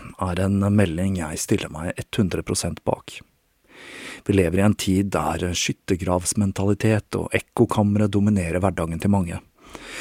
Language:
Norwegian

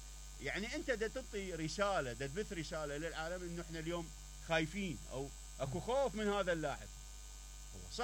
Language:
Mesopotamian Arabic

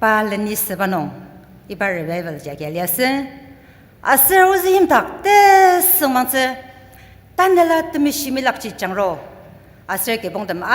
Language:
Ao Naga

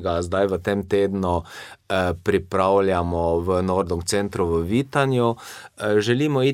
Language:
Slovenian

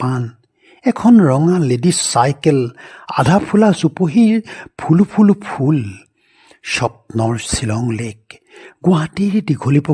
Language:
Assamese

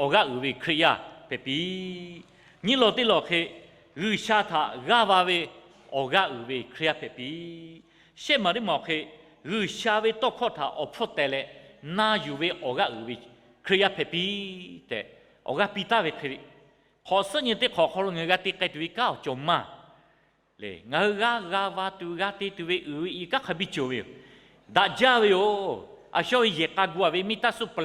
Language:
Lahu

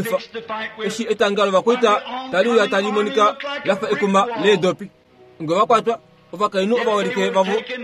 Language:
Kuanyama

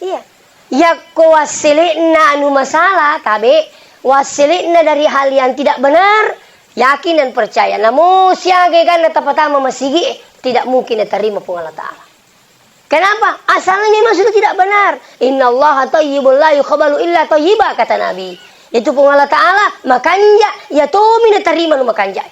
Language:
Buginese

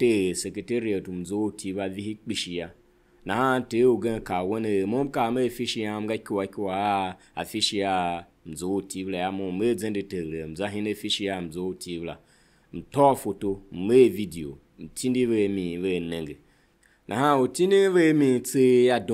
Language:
Tiv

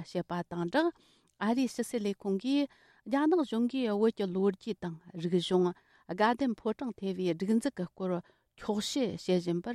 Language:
Tibetan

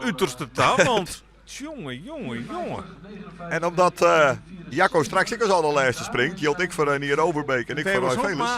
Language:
Western Frisian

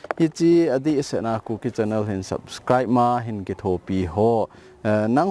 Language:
Thado Chin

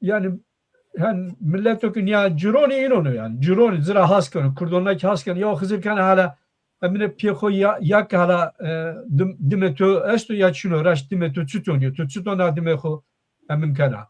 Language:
Zaza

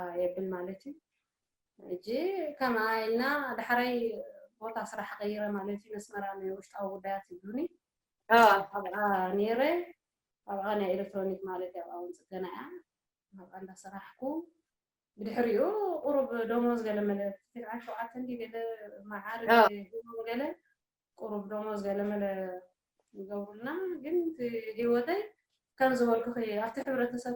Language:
Tigrinya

